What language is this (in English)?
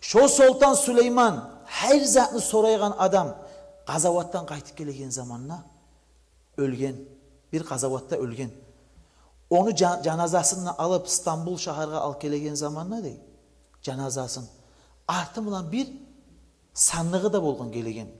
Kumyk